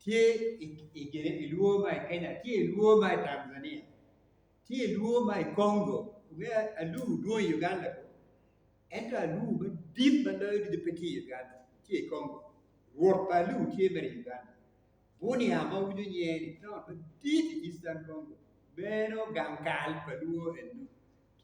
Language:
Acoli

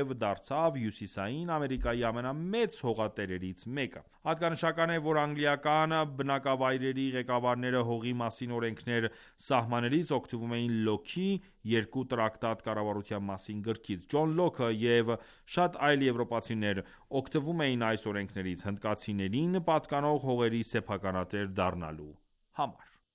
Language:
Armenian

